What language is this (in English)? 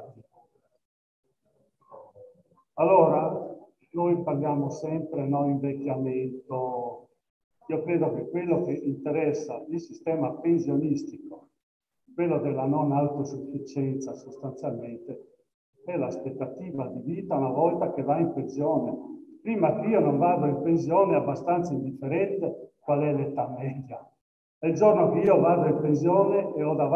Italian